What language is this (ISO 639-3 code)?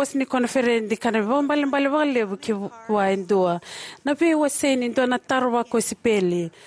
fij